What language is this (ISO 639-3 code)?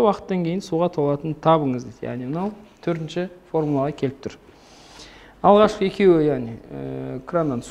kaz